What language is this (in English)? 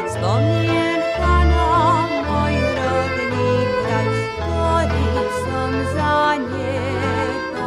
Slovak